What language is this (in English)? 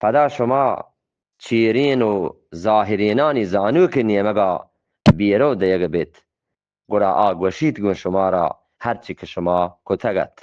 Eastern Balochi